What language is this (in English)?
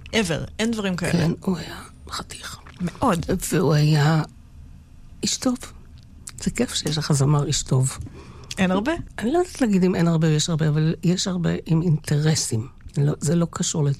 Hebrew